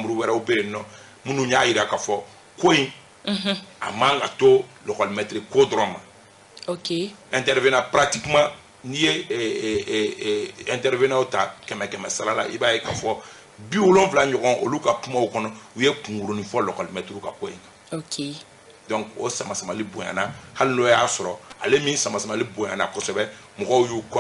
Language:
Bambara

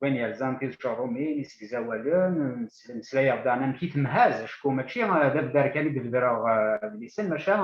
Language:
Kabyle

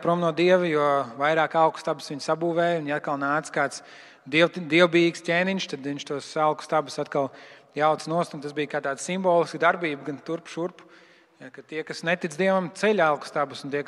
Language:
Latvian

